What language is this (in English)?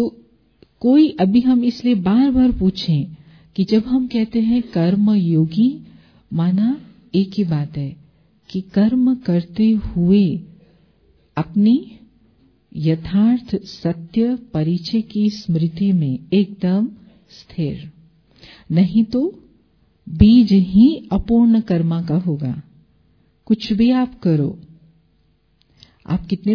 Hindi